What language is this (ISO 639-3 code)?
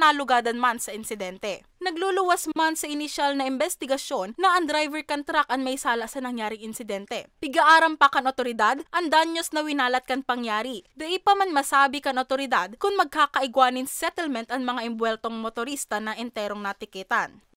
bik